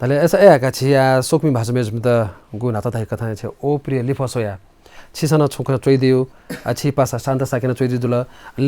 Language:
Newari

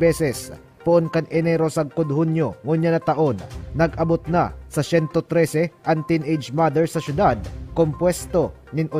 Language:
Bikol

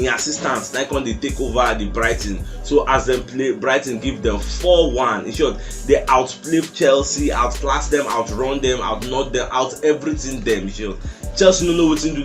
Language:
Nigerian Pidgin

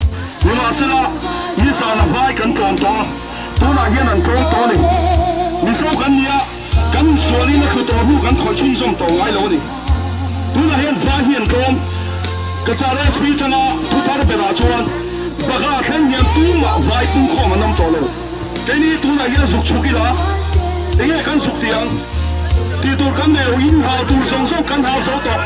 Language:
Mizo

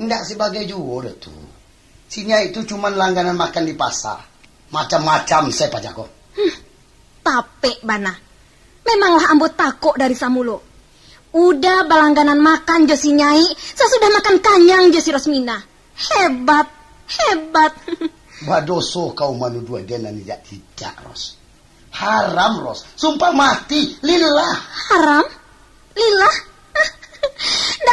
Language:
Minangkabau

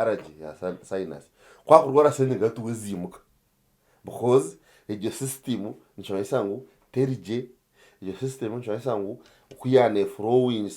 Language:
Nyankole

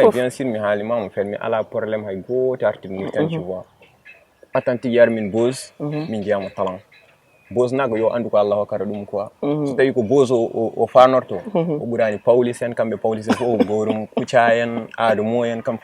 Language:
Fula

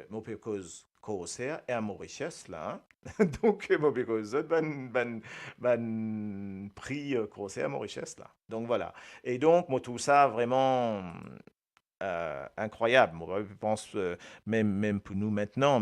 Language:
Morisyen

